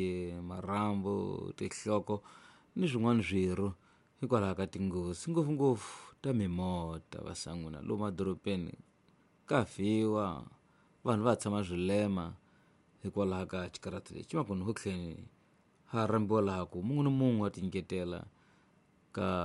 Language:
Tsonga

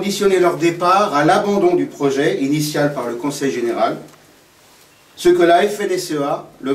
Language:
French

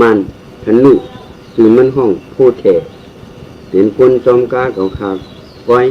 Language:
Shan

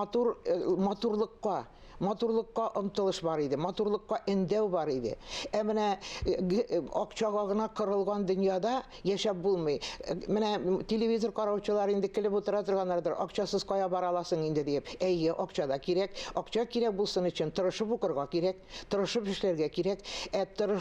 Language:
Tatar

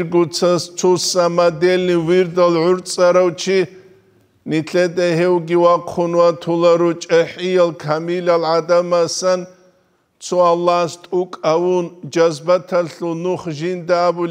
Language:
Avaric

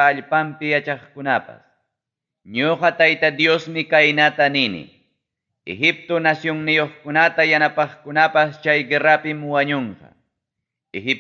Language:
Ayacucho Quechua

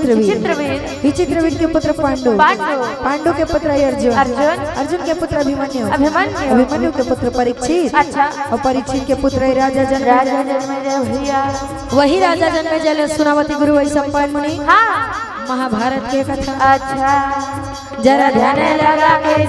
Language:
Chhattisgarhi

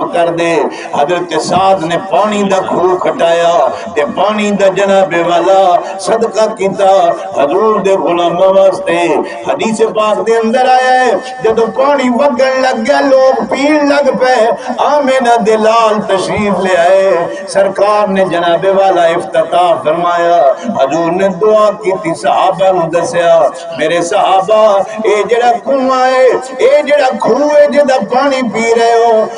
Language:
Saraiki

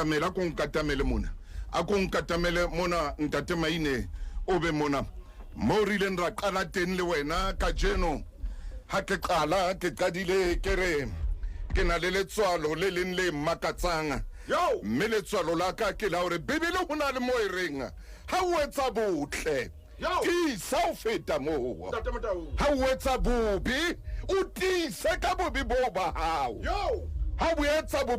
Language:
Southern Sotho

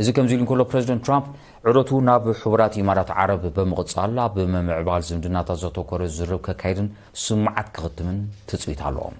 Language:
Tigrinya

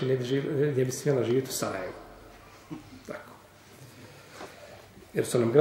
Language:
Bosnian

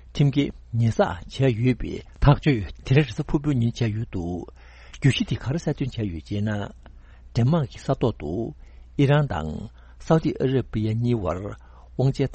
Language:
Tibetan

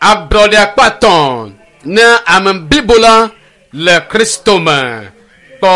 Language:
Ewe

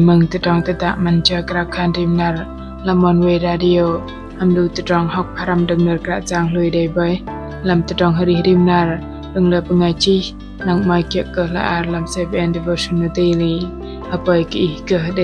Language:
Bahnar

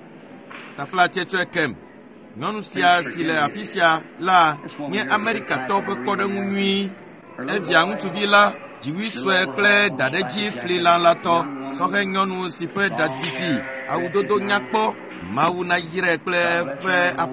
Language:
Ewe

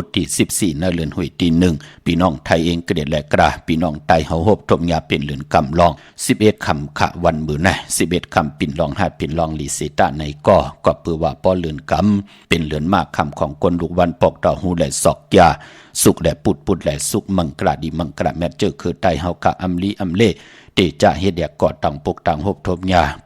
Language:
Shan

